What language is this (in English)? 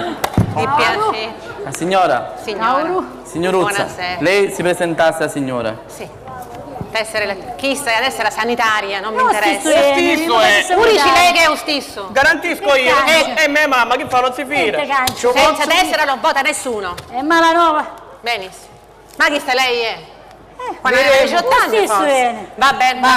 Sicilian